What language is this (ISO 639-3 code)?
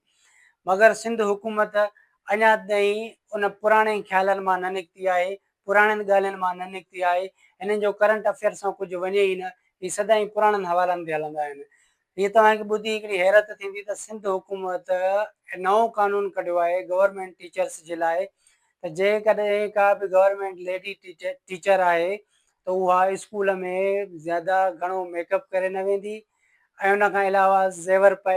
snd